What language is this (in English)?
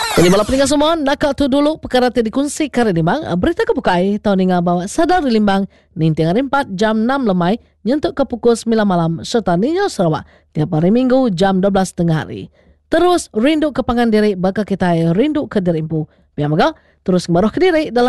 Iban